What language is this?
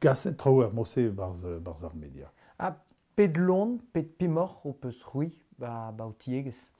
Breton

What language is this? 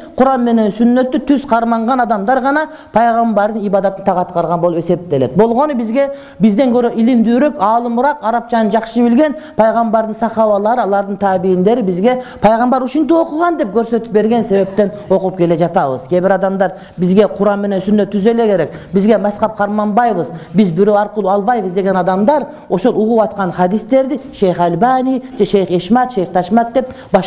Kyrgyz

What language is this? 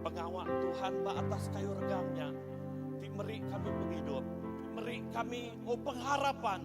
Iban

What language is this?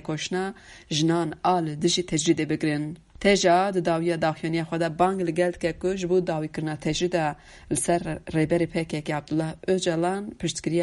Kurdish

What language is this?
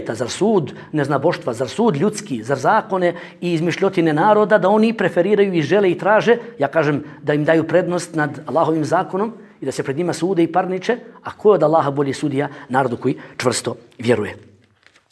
Bosnian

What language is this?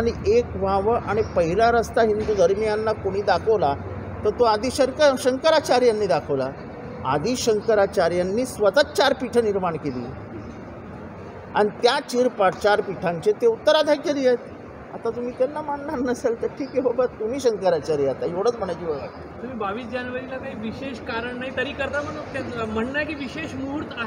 Marathi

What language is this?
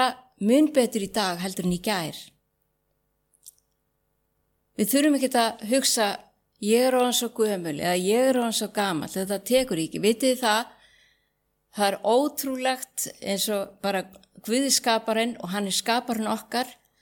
Icelandic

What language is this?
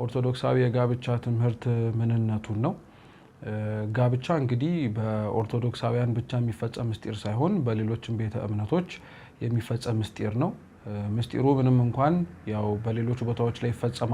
Amharic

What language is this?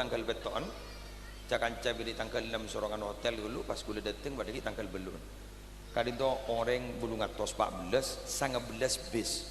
Madurese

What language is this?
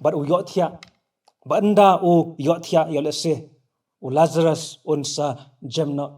Khasi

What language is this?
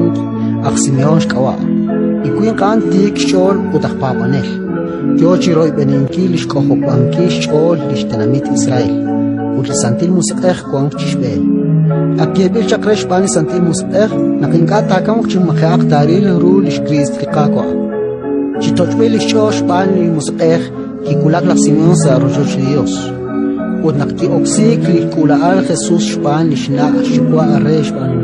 Kekchí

